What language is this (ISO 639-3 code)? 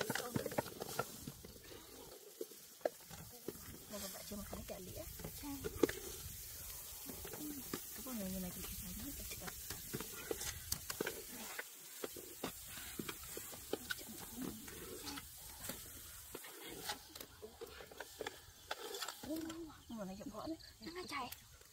vie